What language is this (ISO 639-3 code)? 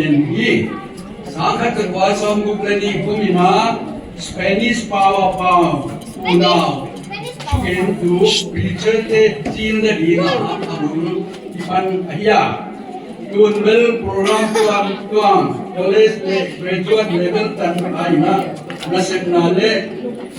pck